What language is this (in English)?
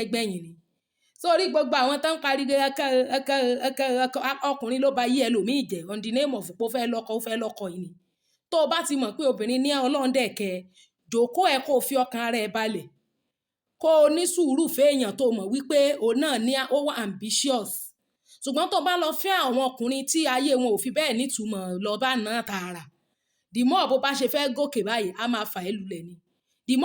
Yoruba